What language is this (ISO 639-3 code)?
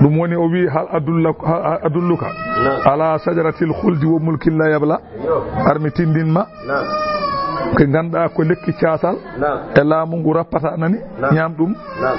ful